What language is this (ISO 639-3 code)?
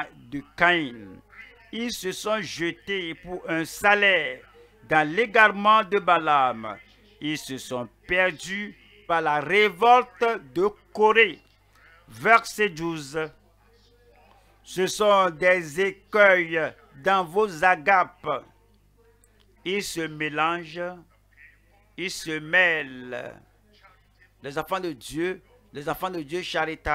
fra